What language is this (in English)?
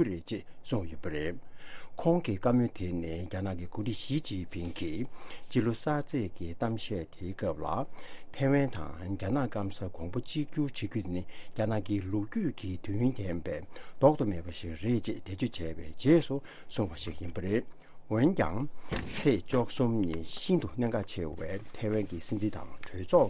Tibetan